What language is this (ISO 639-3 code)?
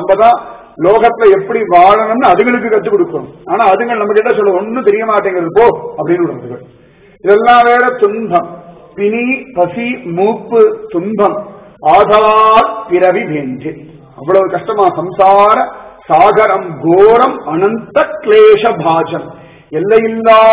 tam